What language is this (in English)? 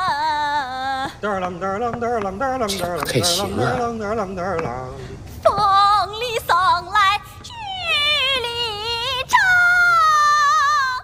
Chinese